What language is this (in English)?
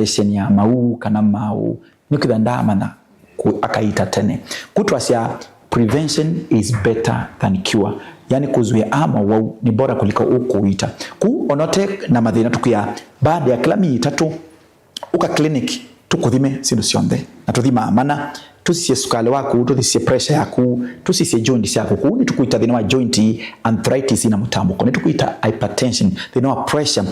Kamba